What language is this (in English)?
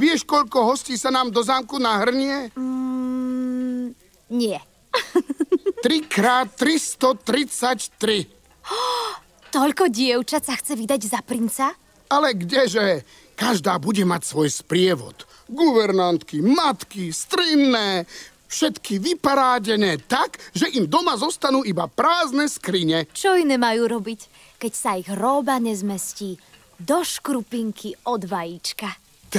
Slovak